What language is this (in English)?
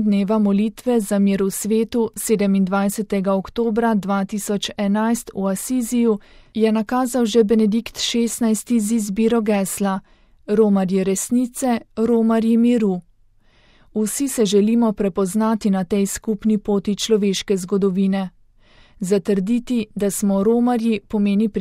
Slovenian